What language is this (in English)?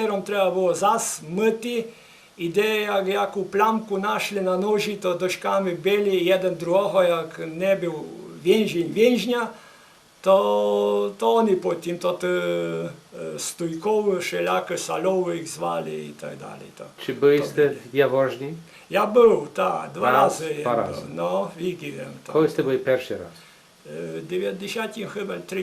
Rusyn